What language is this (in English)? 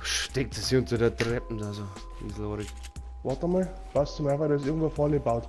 Bavarian